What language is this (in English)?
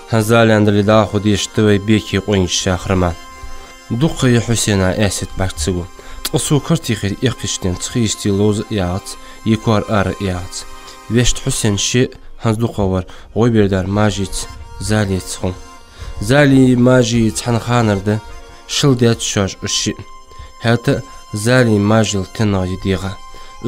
Ingush